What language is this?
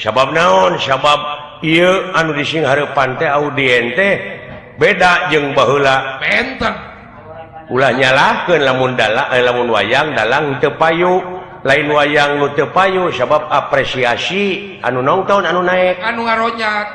Sundanese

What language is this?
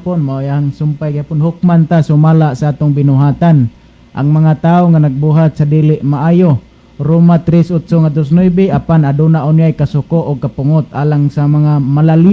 Cebuano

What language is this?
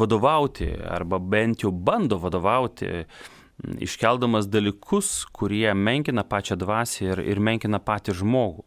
Lithuanian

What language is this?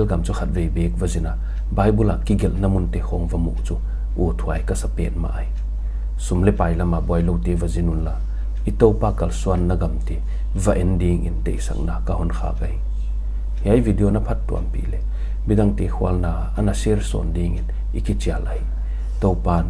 Paite Chin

